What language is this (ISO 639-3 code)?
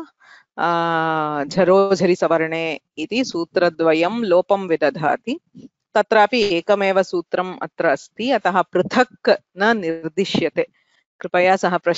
san